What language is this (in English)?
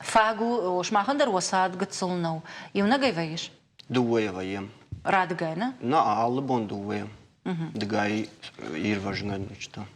Ossetic